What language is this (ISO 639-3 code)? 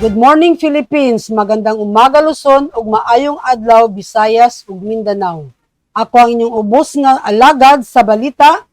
ceb